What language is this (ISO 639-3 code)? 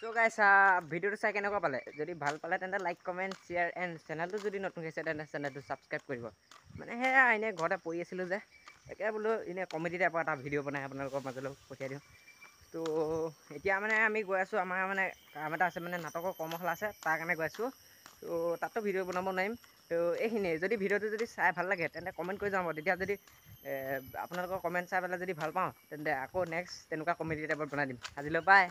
asm